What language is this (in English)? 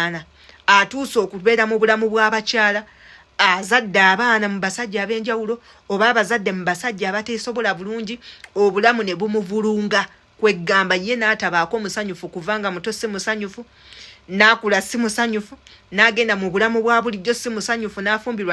Ganda